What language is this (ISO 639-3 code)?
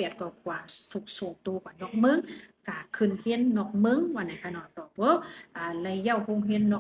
shn